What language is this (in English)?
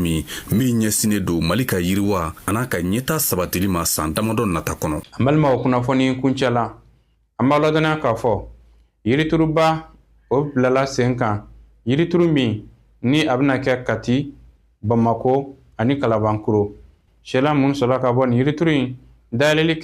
Bambara